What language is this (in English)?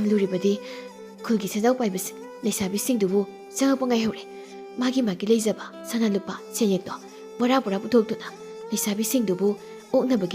Manipuri